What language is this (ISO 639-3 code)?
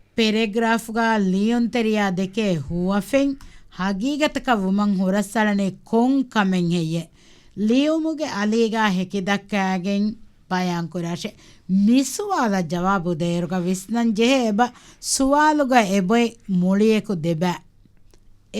div